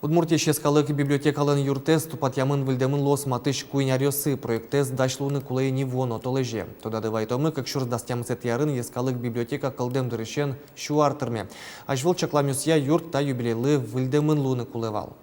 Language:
Udmurt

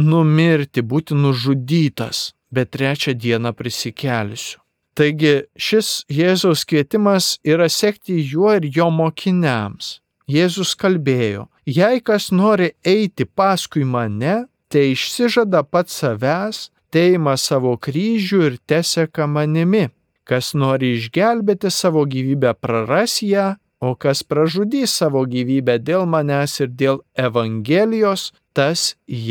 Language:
Lithuanian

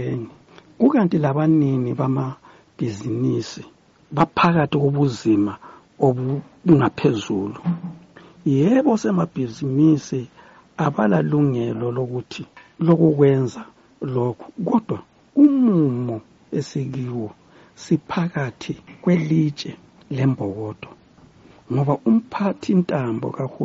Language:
North Ndebele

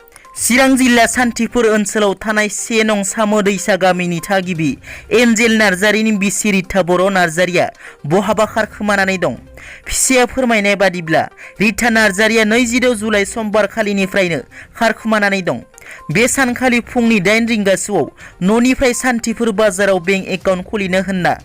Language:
Bodo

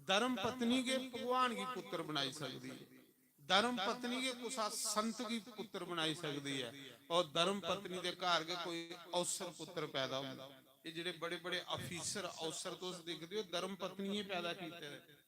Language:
Dogri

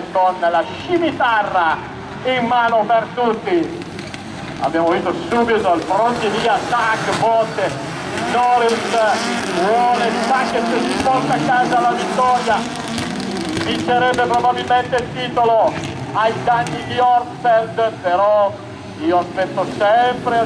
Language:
Italian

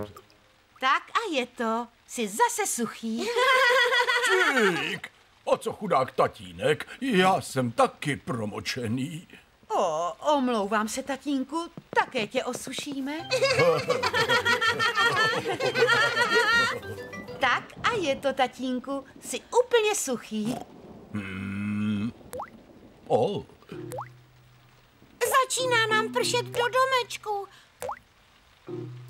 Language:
Czech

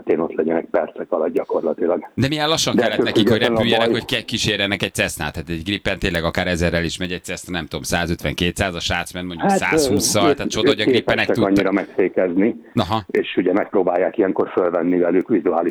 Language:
Hungarian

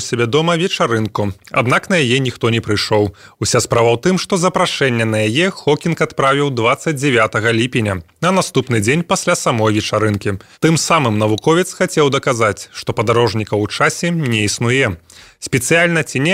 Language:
Belarusian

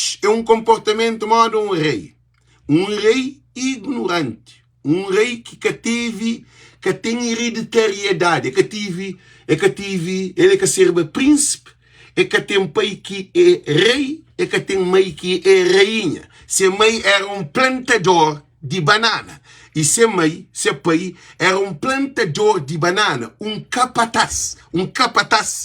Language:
Kabuverdianu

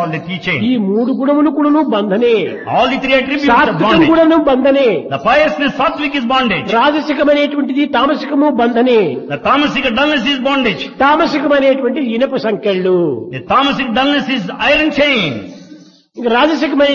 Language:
Telugu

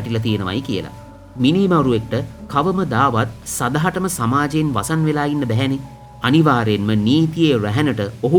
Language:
Sinhala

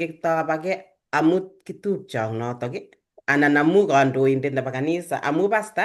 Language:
Kalenjin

